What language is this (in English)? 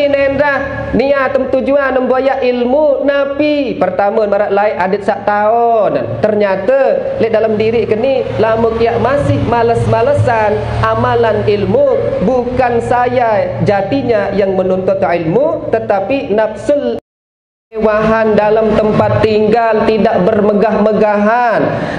Sasak